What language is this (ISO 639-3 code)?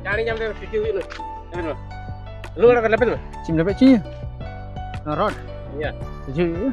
sat